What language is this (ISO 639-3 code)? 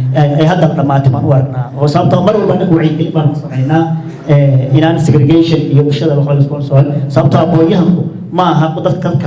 som